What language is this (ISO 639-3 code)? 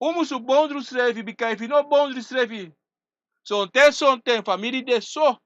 srn